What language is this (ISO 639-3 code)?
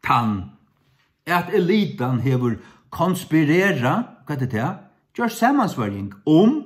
fao